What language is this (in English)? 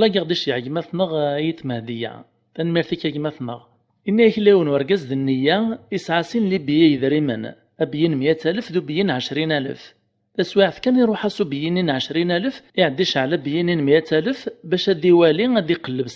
Kabyle